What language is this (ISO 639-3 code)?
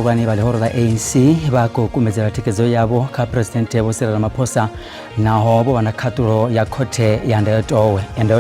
ven